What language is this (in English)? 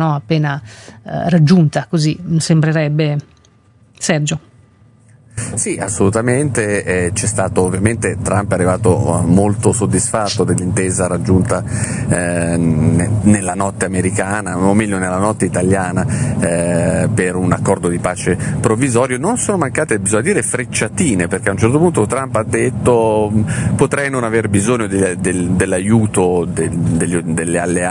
Italian